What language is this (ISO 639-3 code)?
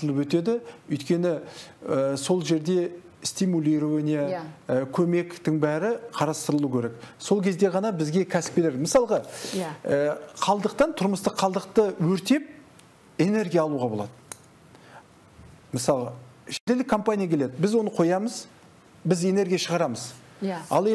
kaz